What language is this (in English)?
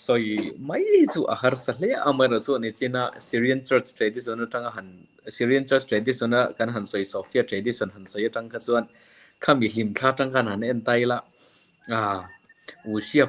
Mizo